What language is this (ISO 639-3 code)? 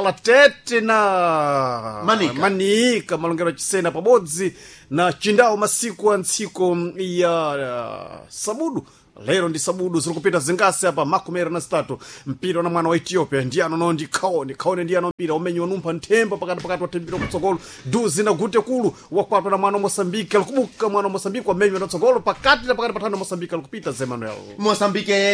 seh